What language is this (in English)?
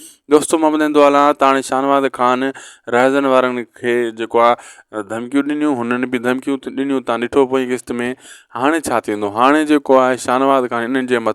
Sindhi